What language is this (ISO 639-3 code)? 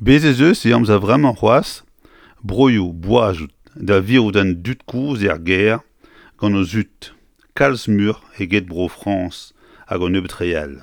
bre